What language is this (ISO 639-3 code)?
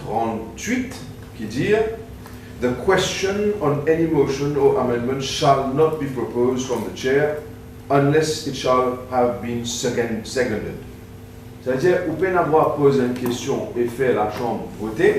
mfe